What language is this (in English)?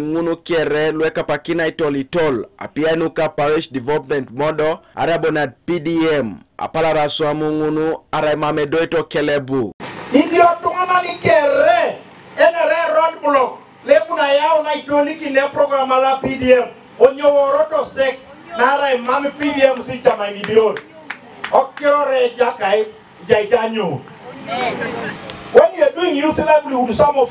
Teso